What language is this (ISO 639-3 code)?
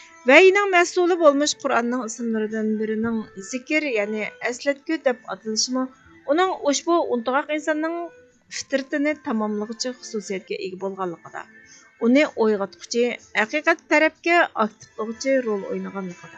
uig